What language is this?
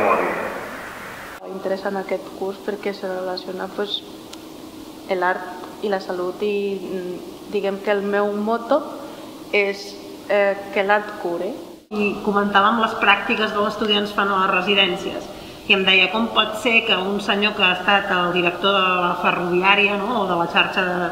Catalan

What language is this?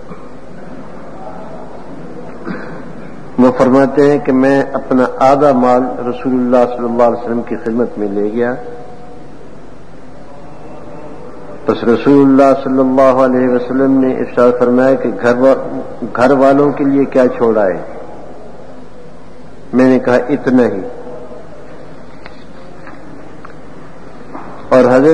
Urdu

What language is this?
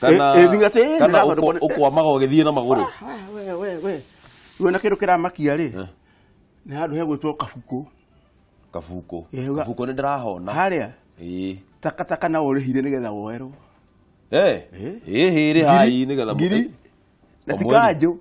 Kikuyu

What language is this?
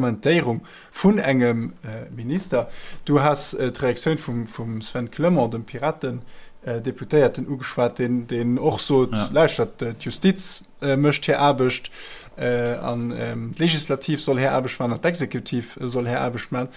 Luxembourgish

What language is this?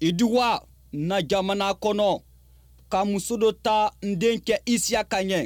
Bambara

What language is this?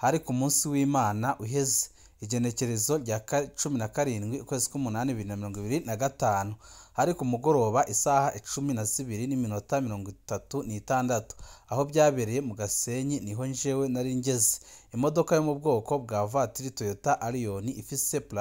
Rundi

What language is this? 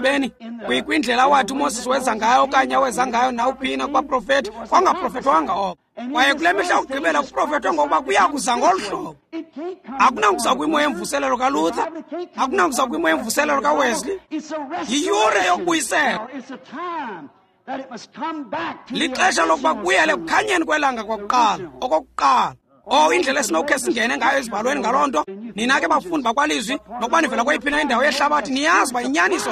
Xhosa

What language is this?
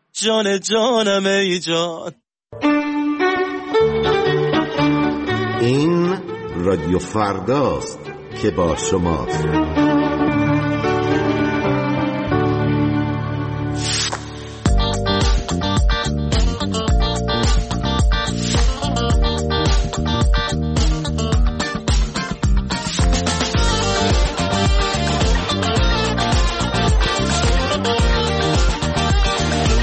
Persian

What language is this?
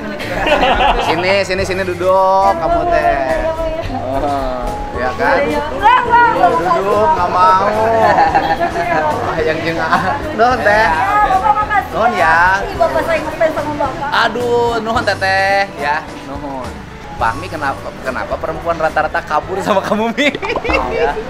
Indonesian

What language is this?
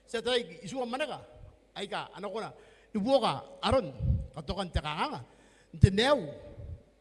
Gilbertese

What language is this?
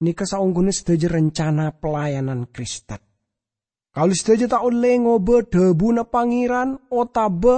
Madurese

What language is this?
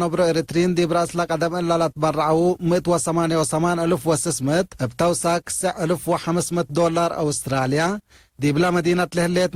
Tigre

